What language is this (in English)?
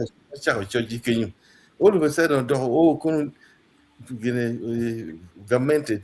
Acoli